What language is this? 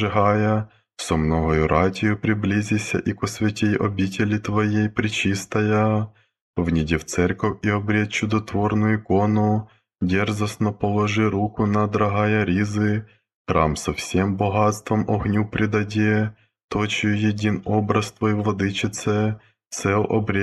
Church Slavic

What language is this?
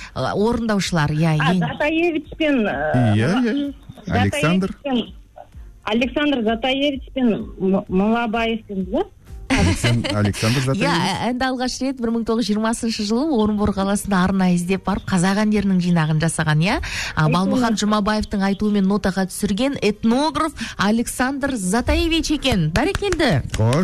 Kazakh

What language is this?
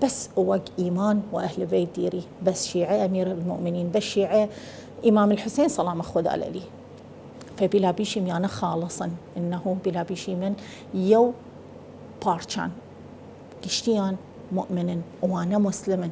Southern Kurdish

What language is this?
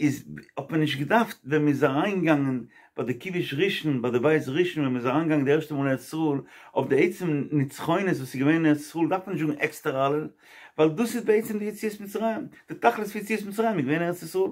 Yiddish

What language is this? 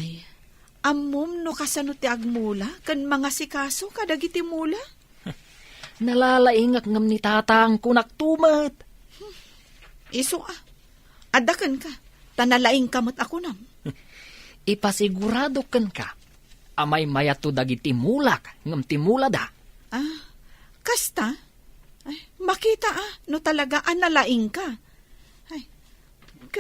Iloko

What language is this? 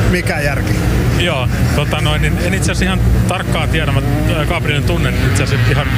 Finnish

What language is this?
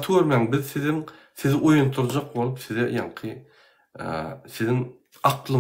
Turkmen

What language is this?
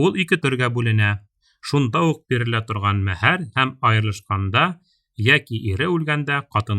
Bashkir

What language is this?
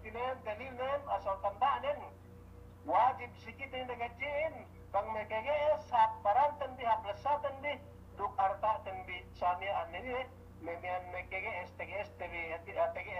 Yakan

